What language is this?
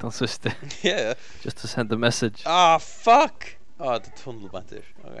Faroese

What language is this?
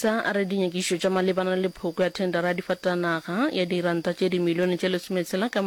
Northern Sotho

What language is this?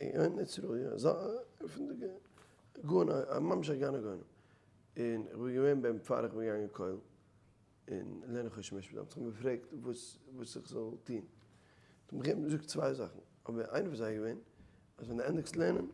Yiddish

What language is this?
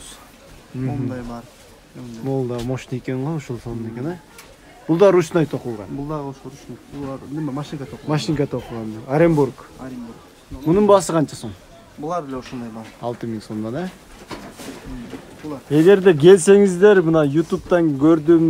Kyrgyz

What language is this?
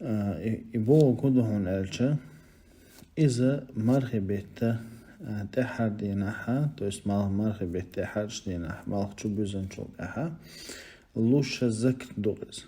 Chechen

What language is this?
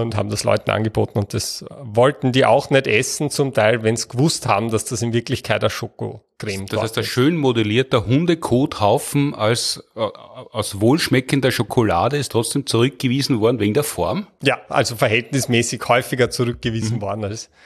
German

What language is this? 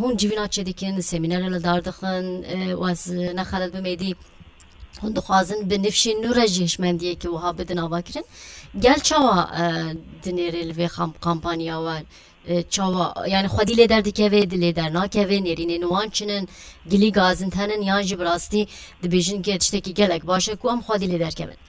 Kurdish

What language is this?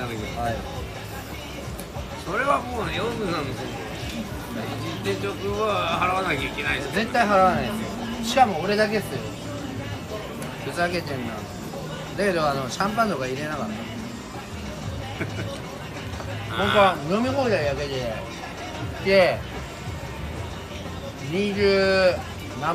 Japanese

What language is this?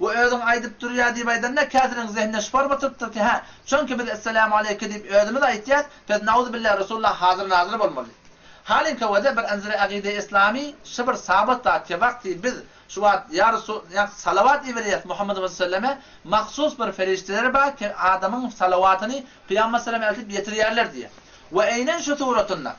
Turkmen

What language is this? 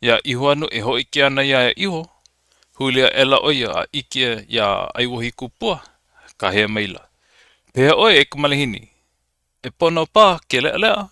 Hawaiian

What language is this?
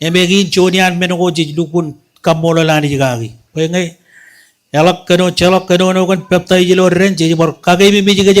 Marshallese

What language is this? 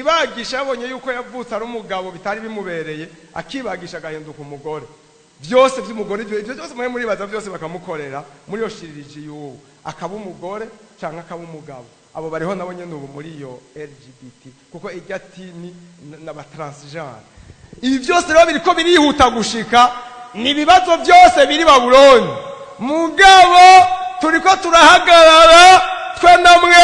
Rundi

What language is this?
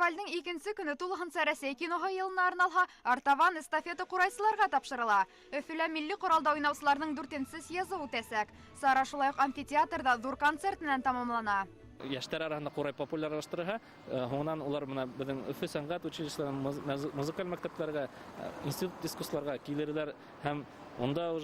Bashkir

